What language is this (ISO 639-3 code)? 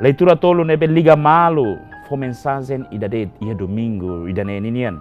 tet